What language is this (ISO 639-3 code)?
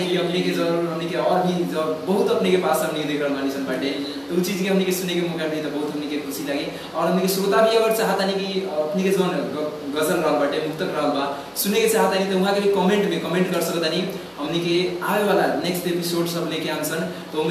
bho